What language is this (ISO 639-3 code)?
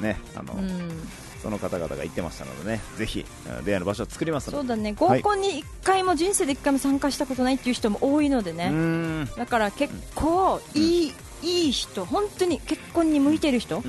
jpn